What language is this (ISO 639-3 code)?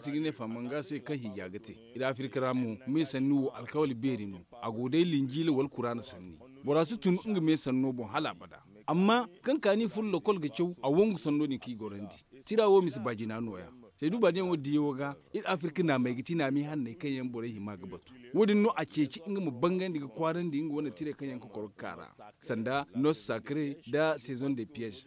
dje